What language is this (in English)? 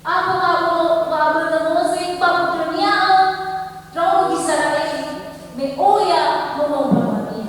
Nias